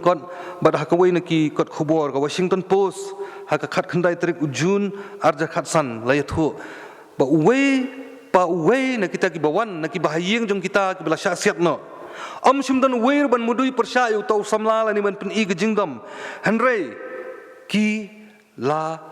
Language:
Khasi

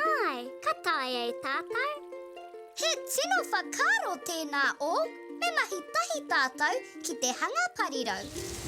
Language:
Māori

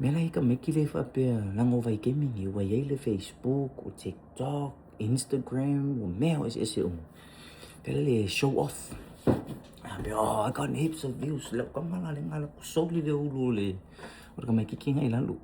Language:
Samoan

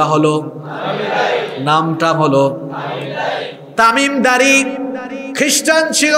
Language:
Bangla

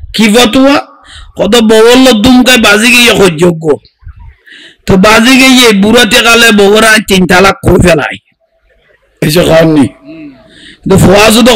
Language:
Bangla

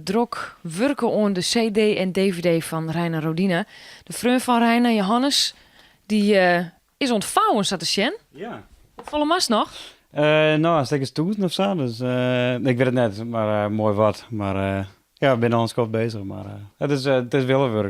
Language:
Western Frisian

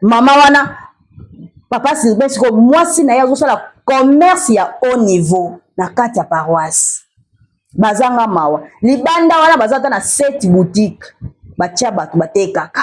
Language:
Lingala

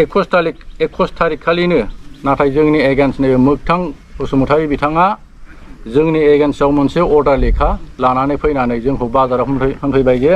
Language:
Bodo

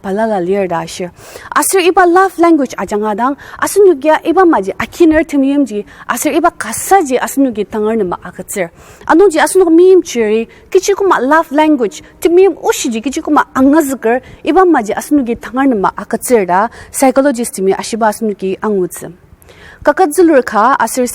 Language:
Ao Naga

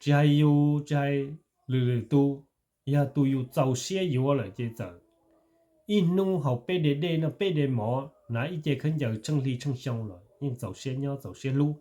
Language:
Hmong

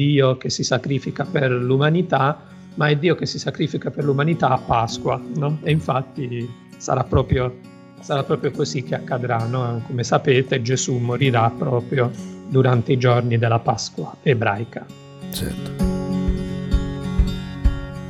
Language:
Italian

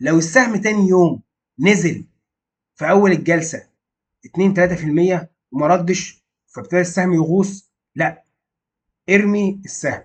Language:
Egyptian Arabic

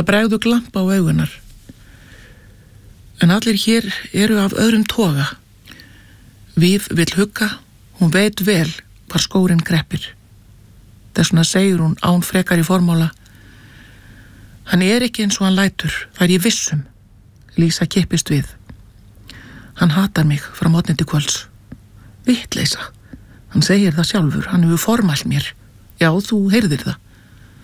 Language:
Icelandic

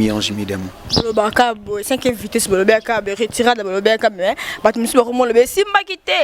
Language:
Lingala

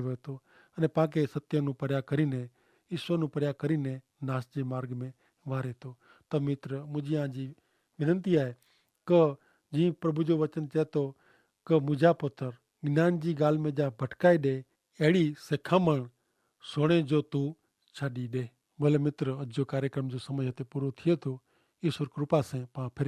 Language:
Kachhi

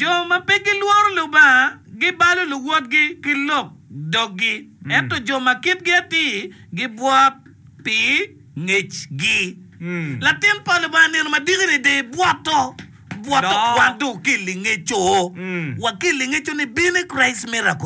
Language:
Acoli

